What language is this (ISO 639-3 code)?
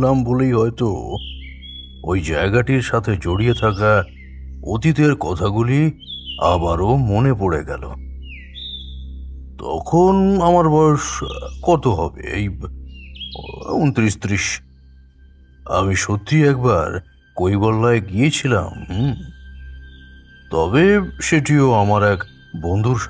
ben